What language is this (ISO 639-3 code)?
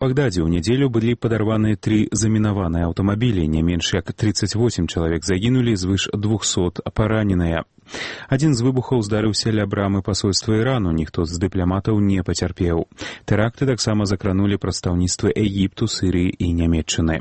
bel